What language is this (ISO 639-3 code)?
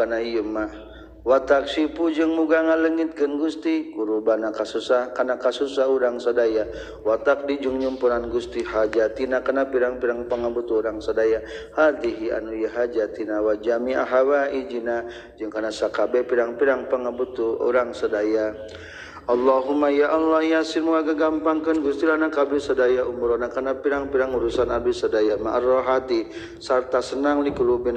sun